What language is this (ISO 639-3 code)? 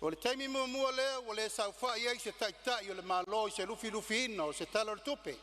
smo